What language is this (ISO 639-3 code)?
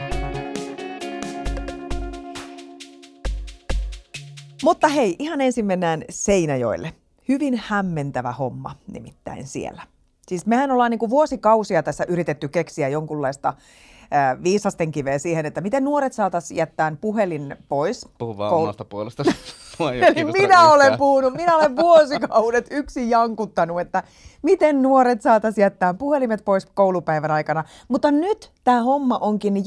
fin